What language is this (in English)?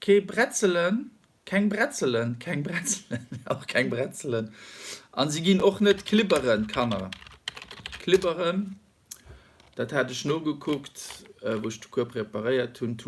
Luxembourgish